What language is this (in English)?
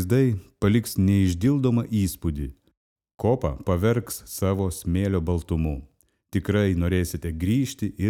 Lithuanian